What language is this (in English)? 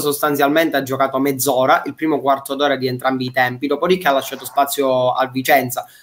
Italian